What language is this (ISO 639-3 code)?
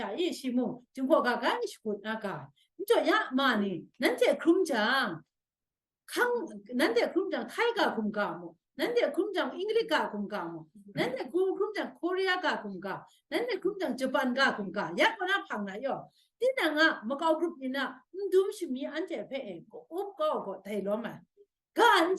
kac